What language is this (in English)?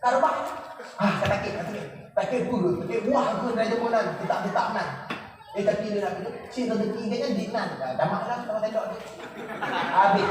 Achinese